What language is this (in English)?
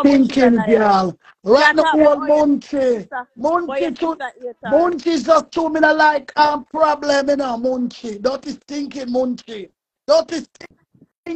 Jamaican Creole English